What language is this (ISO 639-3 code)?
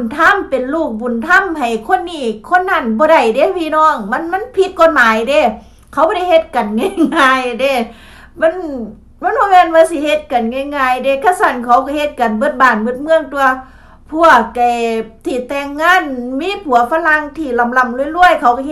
lao